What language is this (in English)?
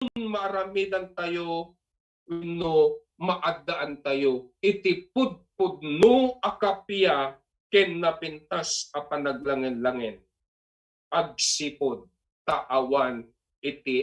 Iloko